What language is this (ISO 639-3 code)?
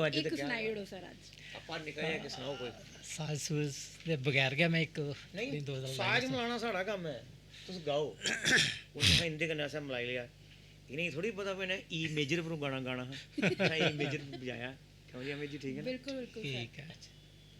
doi